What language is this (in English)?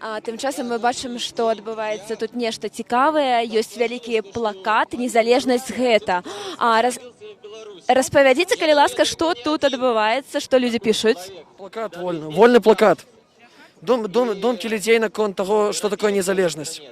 Belarusian